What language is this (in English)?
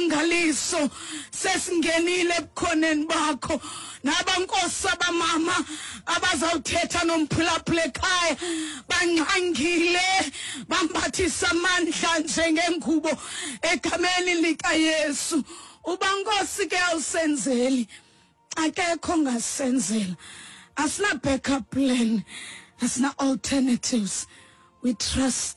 Xhosa